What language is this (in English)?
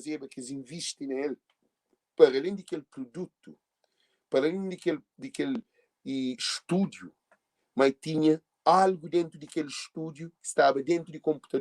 Kabuverdianu